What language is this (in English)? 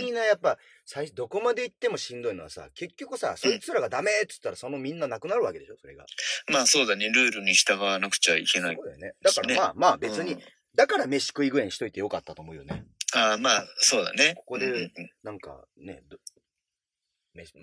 Japanese